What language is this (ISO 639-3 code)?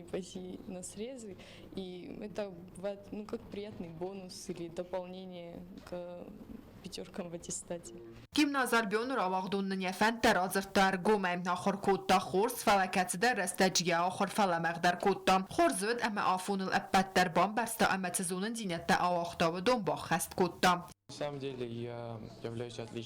oss